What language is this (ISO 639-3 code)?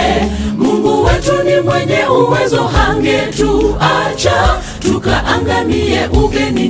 swa